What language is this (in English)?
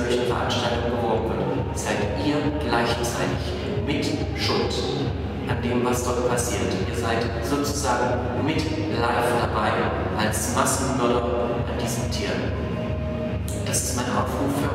German